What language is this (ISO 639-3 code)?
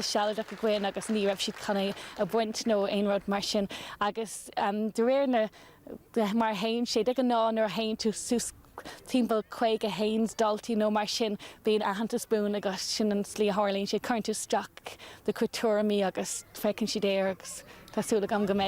gle